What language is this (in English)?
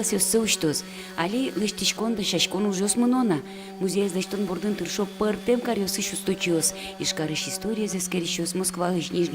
Udmurt